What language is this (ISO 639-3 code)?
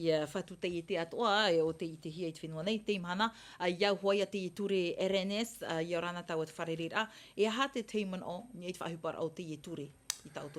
tah